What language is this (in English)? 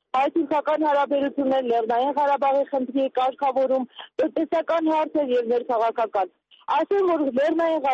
Armenian